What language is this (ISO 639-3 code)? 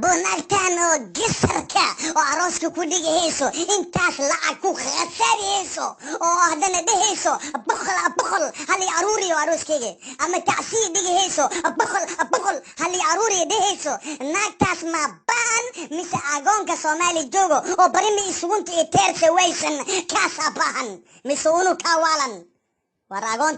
som